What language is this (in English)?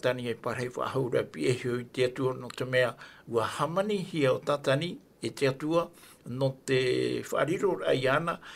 Tahitian